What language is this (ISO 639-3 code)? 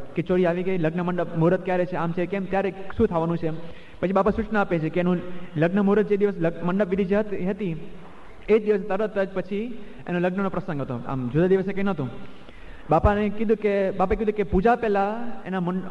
guj